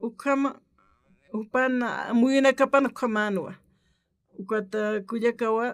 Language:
Aymara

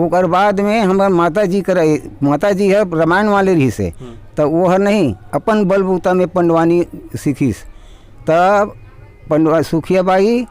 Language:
Chhattisgarhi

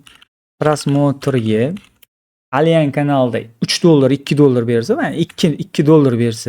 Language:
Uzbek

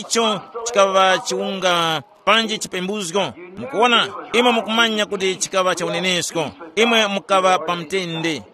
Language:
Tumbuka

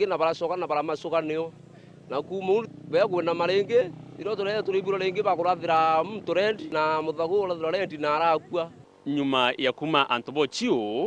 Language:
Meru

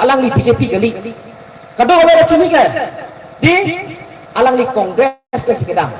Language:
Karbi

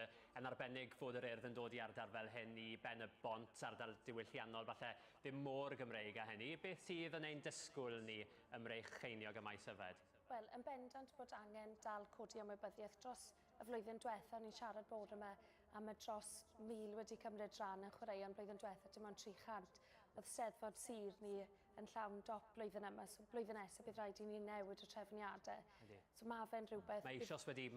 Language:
Welsh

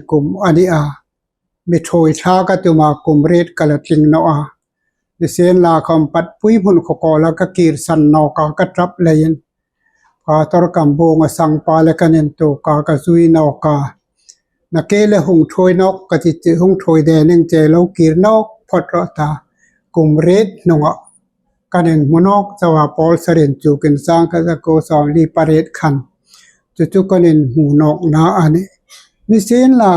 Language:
Hmar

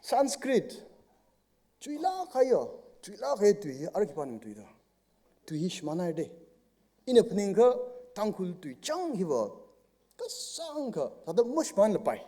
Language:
Tangkhul Naga (India)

